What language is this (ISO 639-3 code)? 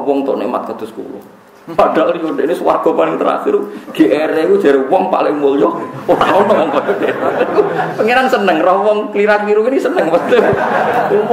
jav